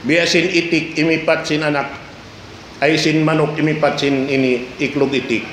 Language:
Tausug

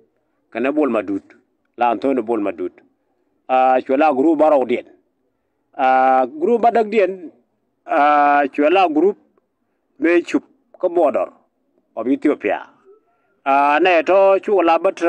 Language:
Nuer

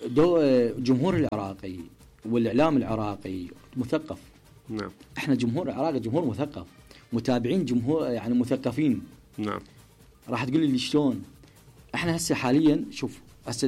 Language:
Mesopotamian Arabic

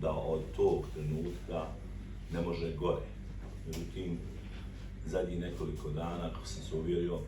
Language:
Bosnian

